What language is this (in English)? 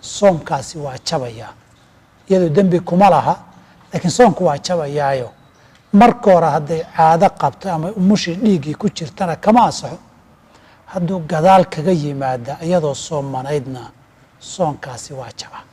Somali